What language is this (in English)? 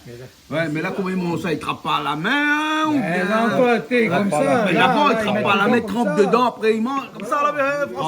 Réunion Creole French